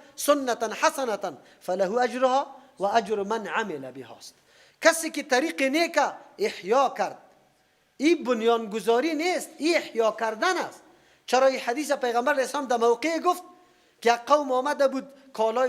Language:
Persian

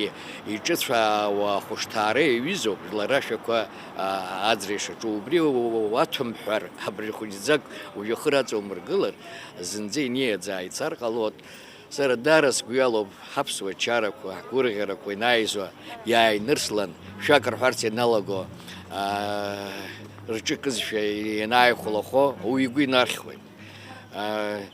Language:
Abkhazian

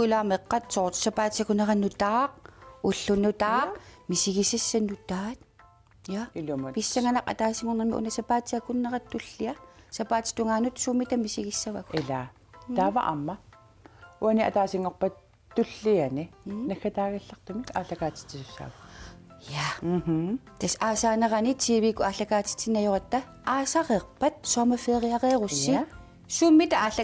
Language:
Kalaallisut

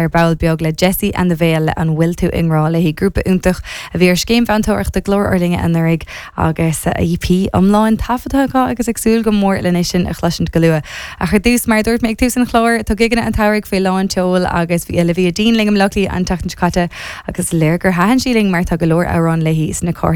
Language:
Irish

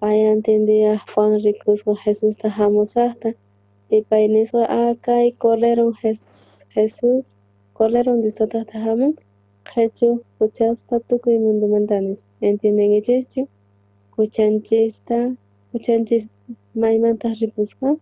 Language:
South Bolivian Quechua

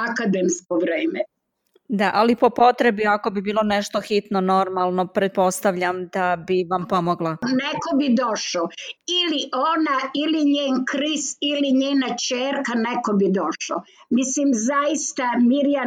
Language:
Serbian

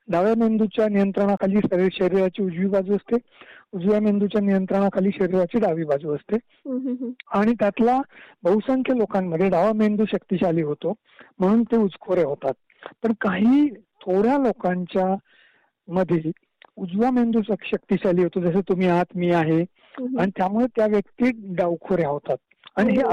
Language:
Marathi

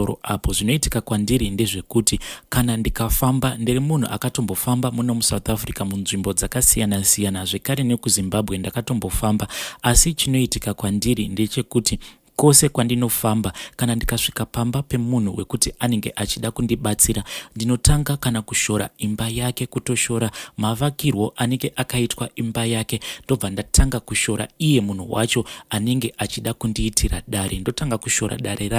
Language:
Shona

